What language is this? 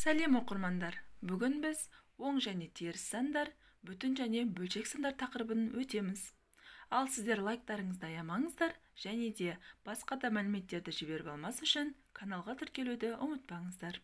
Kazakh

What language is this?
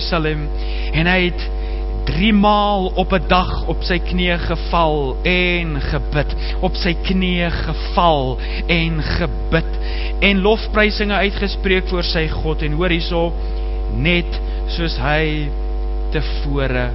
Afrikaans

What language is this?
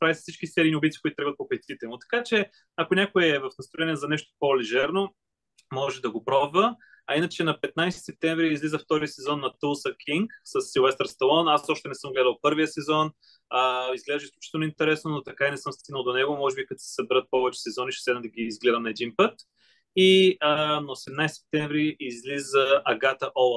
Bulgarian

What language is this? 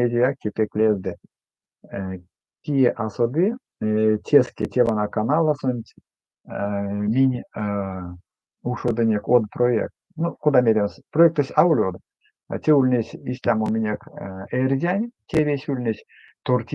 Erzya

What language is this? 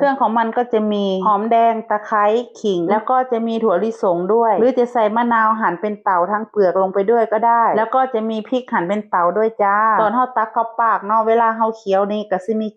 Northeastern Thai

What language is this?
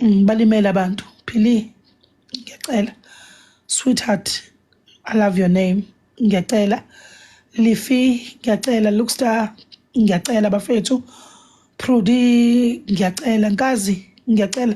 Zulu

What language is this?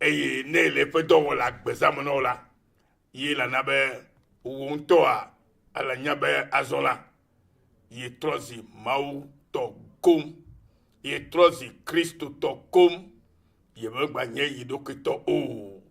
Ewe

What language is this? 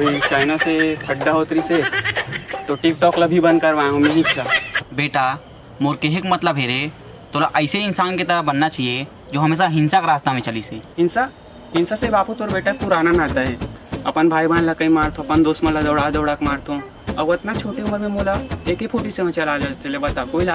Chhattisgarhi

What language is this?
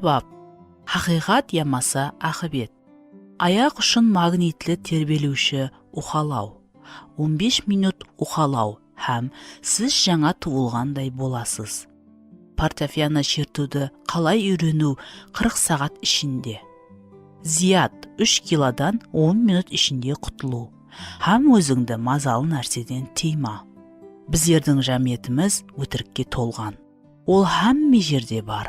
Kara-Kalpak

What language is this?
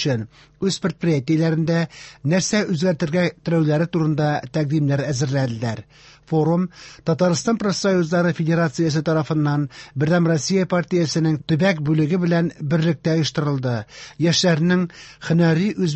Tatar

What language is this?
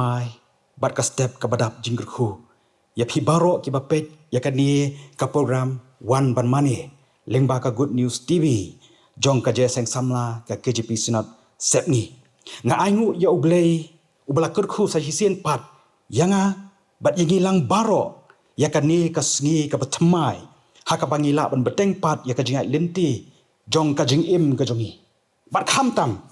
Khasi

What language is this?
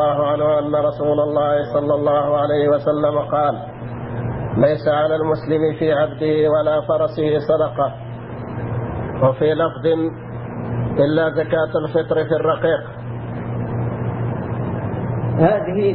Arabic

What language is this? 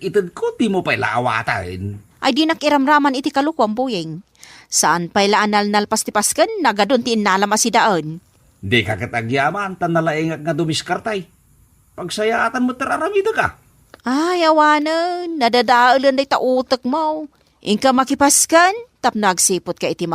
Iloko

